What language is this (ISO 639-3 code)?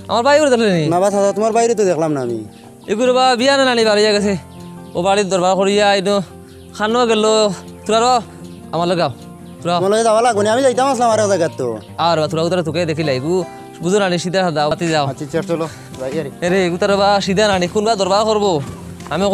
syl